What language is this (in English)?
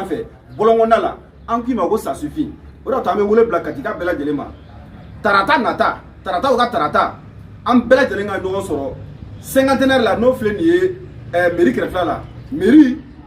Bambara